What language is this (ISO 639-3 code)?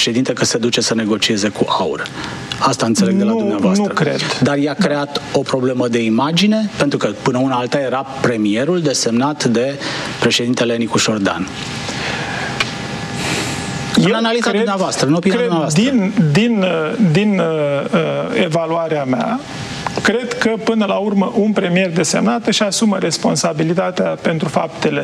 ron